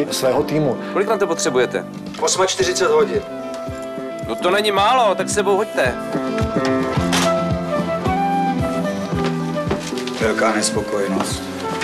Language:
Czech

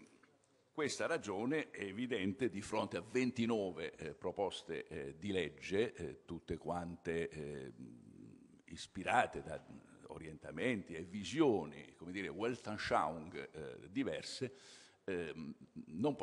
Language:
Italian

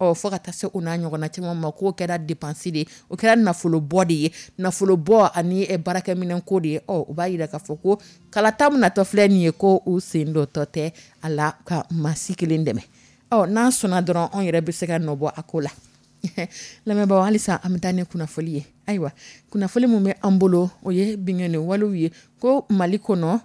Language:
Dyula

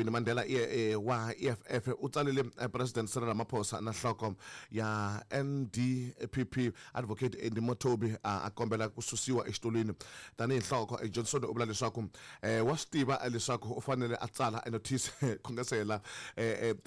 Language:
Tsonga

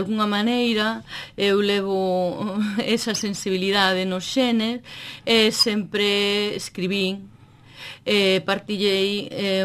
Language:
Galician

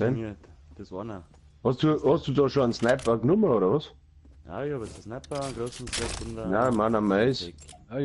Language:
Bavarian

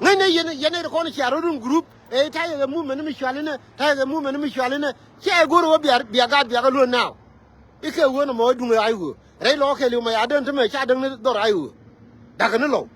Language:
Nuer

